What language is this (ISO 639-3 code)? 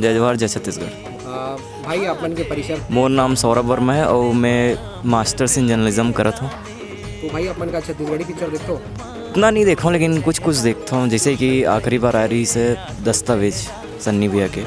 hne